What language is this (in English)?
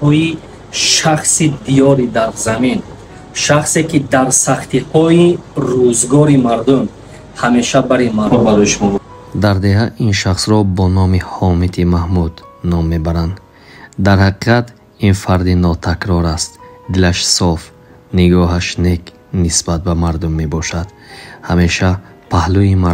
Tajik